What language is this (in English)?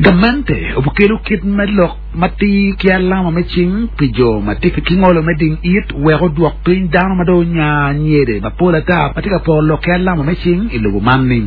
Acoli